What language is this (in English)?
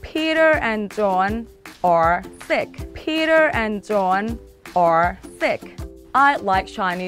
Thai